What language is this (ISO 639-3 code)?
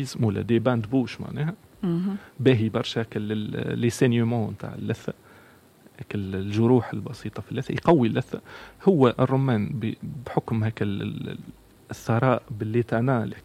aeb